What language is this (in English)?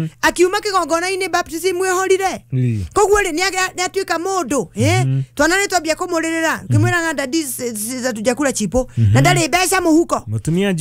Kikuyu